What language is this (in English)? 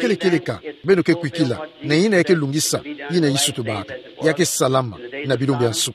Kituba (Democratic Republic of Congo)